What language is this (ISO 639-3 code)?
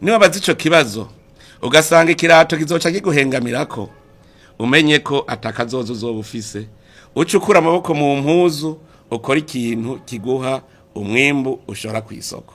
run